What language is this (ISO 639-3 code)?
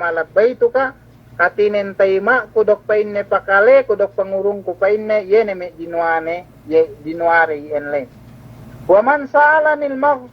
yka